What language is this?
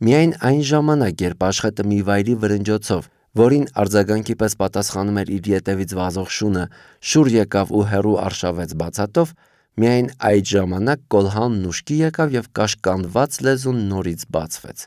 Armenian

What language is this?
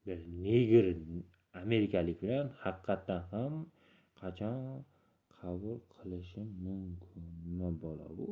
Uzbek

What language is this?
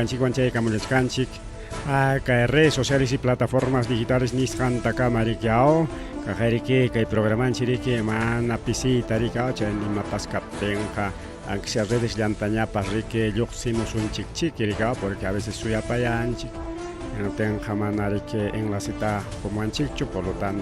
Ayacucho Quechua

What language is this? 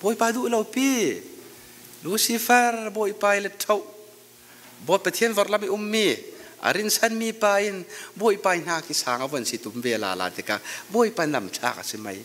Falam Chin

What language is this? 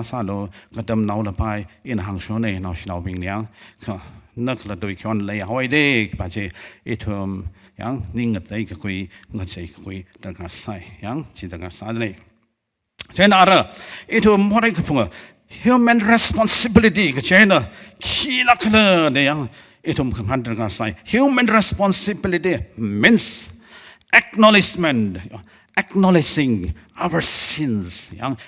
Tangkhul Naga (India)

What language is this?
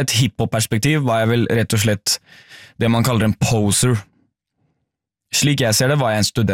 Norwegian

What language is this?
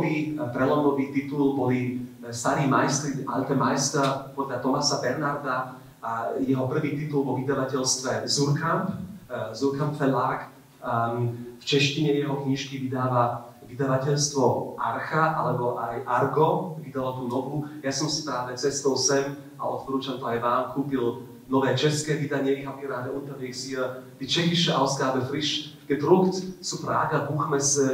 Slovak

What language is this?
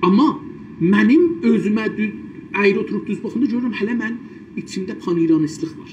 South Azerbaijani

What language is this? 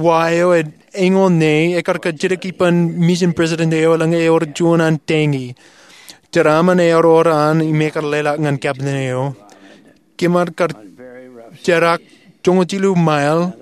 Marshallese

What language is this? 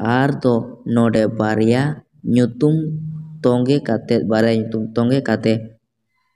Santali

